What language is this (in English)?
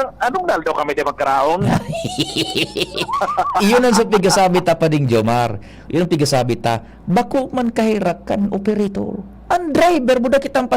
Bikol